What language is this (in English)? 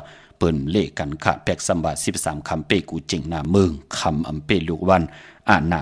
Shan